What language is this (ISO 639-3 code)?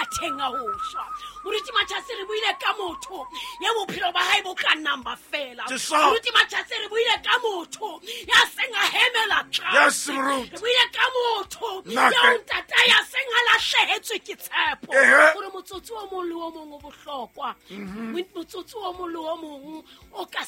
sot